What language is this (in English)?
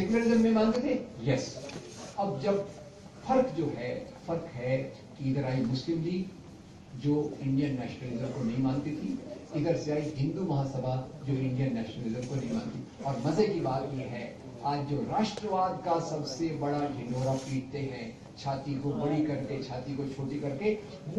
Hindi